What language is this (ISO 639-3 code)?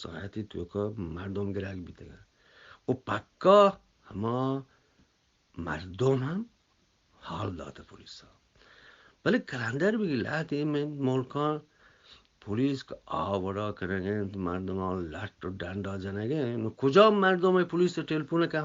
bgp